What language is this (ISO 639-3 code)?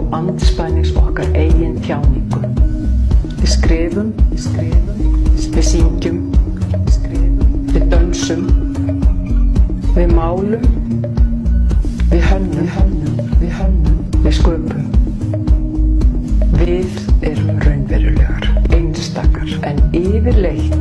isl